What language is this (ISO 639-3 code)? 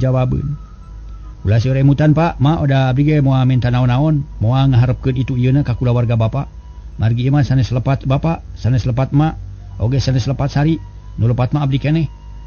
sun